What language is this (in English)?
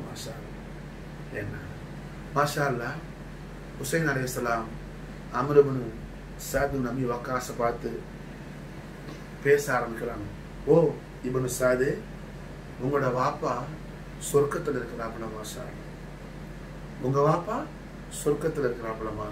Tamil